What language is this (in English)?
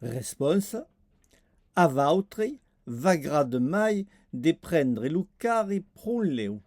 Occitan